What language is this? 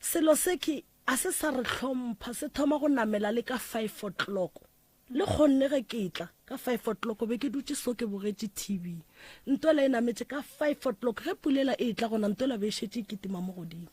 Northern Sotho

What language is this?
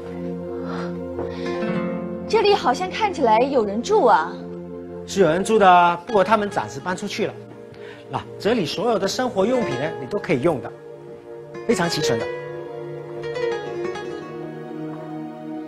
Chinese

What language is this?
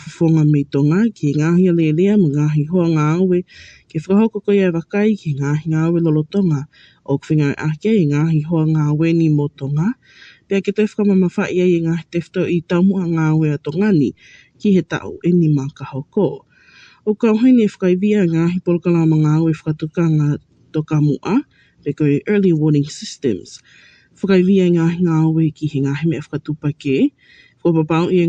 Tongan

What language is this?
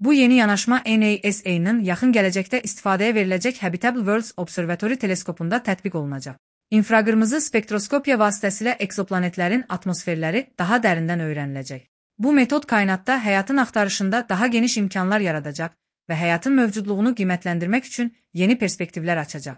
Azerbaijani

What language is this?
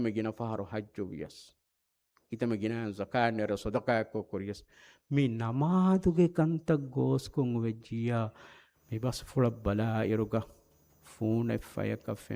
Divehi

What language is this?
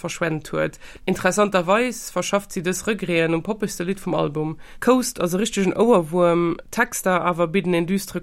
Luxembourgish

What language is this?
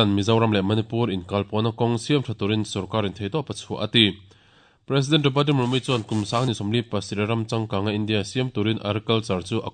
Mizo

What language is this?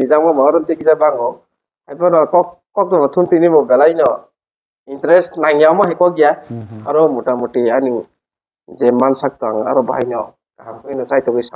Kok Borok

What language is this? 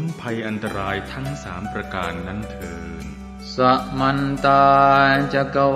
Pali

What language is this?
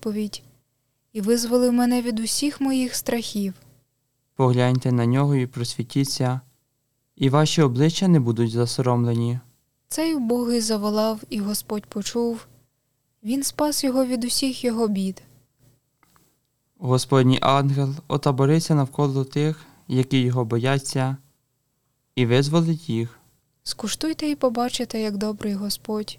Ukrainian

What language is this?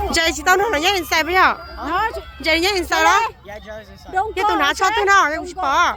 Hmong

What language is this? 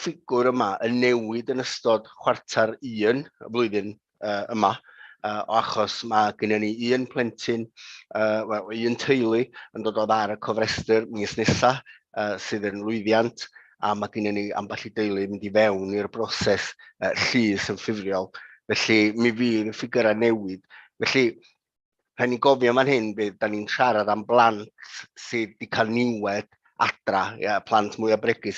Welsh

